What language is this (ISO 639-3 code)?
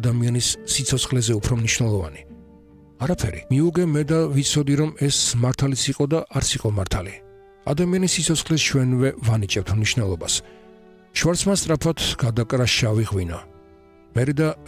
kat